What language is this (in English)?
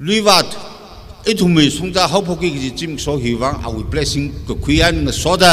Tangkhul Naga (India)